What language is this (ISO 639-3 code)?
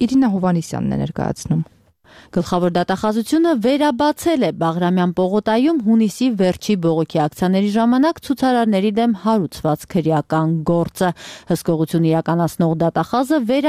hye